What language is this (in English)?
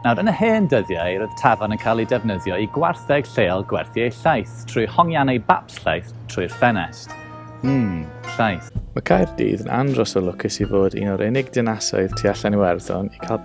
Welsh